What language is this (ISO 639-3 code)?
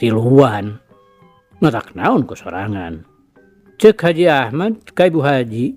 sun